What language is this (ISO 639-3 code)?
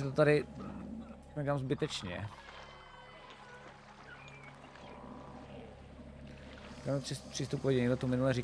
ces